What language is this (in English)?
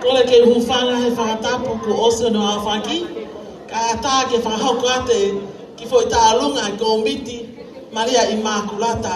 Tongan